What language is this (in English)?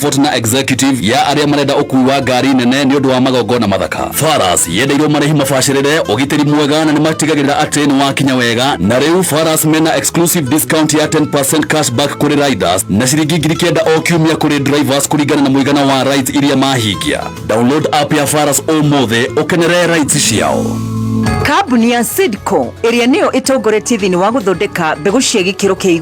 Kikuyu